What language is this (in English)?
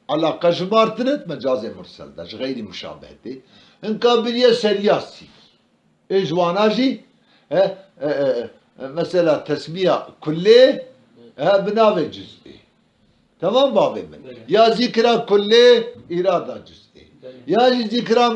Kurdish